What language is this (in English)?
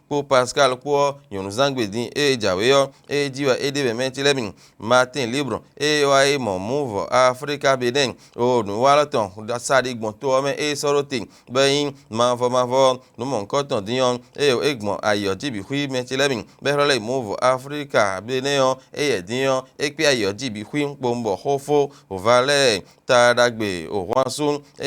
Fon